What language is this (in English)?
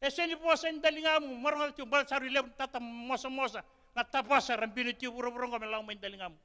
Fijian